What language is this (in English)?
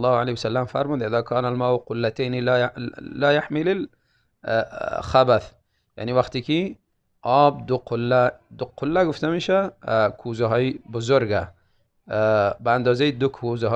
Tajik